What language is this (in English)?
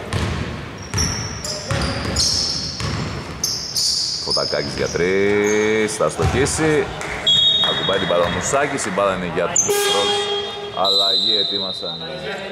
Greek